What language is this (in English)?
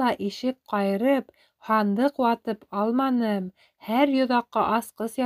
Bashkir